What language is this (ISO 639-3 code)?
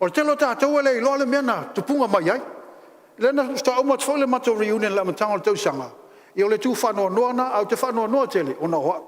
smo